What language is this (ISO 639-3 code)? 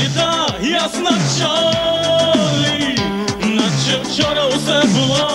ukr